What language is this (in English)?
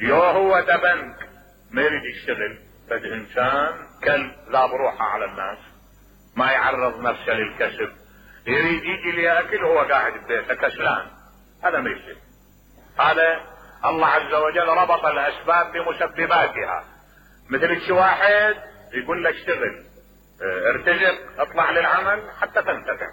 Mesopotamian Arabic